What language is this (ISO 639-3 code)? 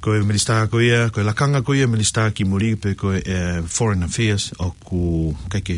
ton